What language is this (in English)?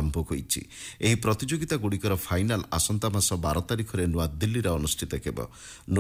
Odia